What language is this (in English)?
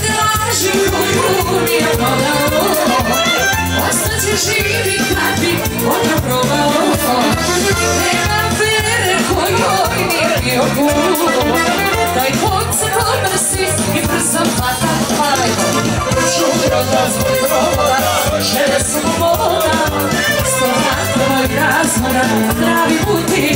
Serbian